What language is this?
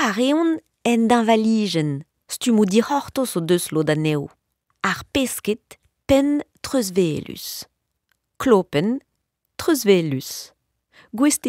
Breton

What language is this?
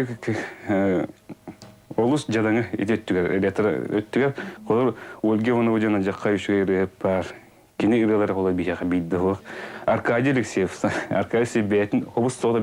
Yakut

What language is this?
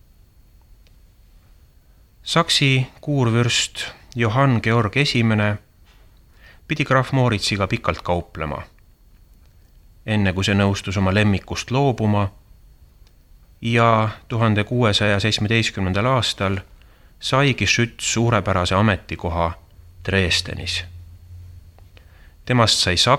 Estonian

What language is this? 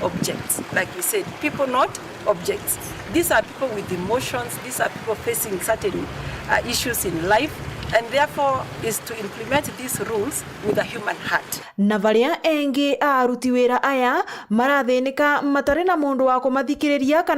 Meru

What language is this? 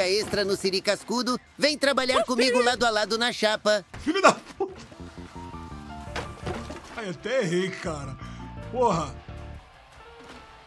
Portuguese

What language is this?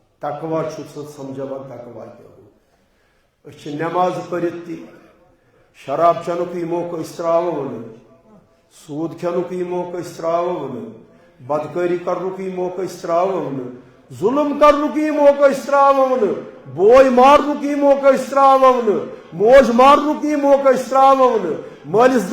Kashmiri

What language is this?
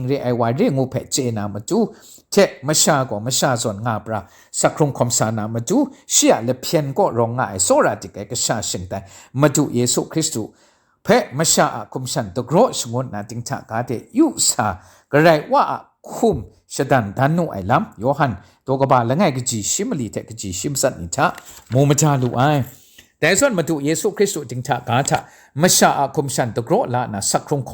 Kachin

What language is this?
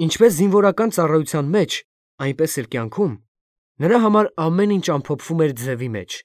Armenian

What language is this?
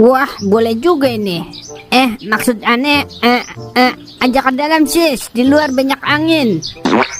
Betawi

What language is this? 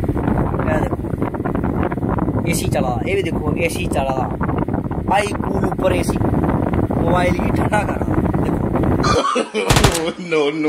Dogri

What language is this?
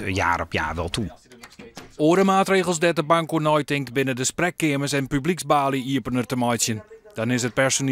Western Frisian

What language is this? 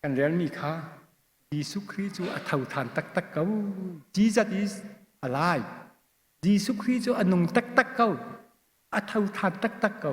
Hakha Chin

